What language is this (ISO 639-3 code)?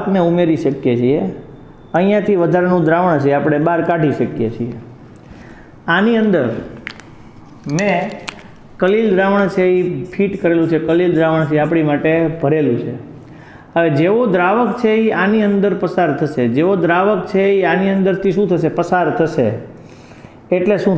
guj